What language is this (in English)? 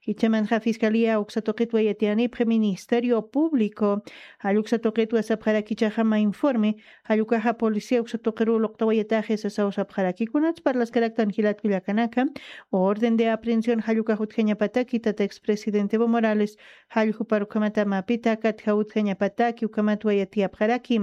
Aymara